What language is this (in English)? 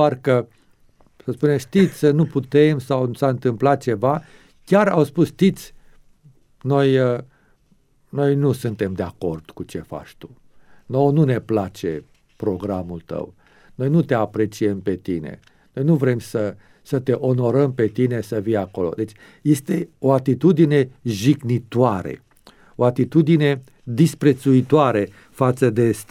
Romanian